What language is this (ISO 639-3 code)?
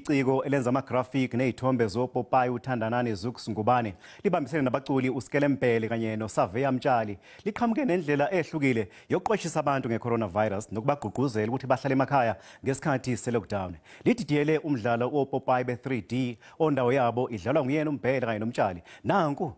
zul